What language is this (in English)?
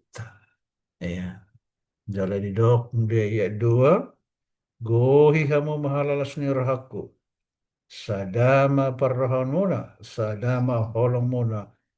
Batak Toba